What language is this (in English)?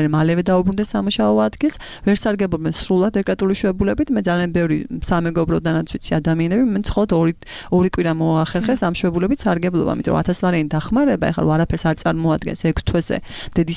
Georgian